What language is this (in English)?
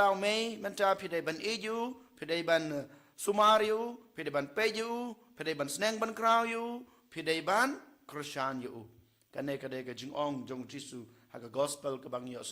Khasi